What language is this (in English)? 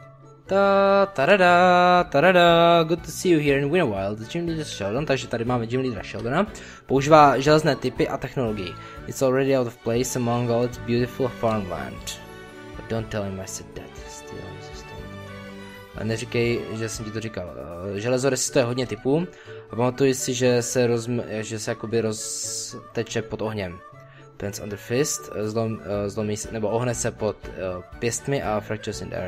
Czech